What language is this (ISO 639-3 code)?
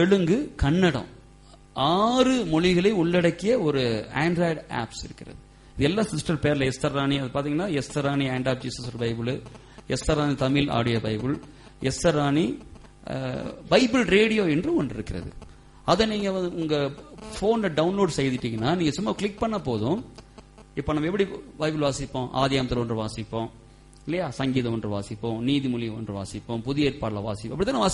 tam